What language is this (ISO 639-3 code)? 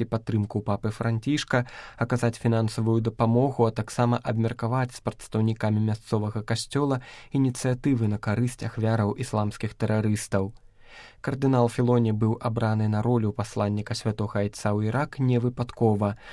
bel